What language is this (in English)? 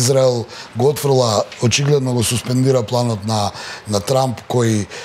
Macedonian